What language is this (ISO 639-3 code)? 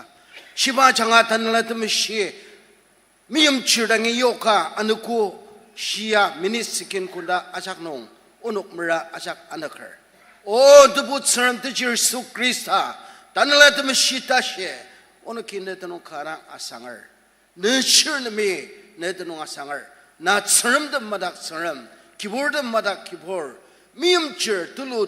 njo